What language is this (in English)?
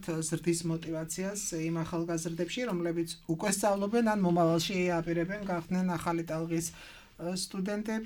Georgian